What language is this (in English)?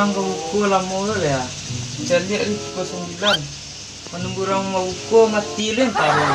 Minangkabau